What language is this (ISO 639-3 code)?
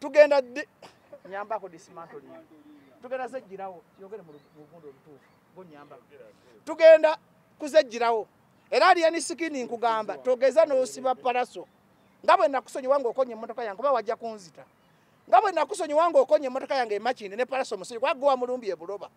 lug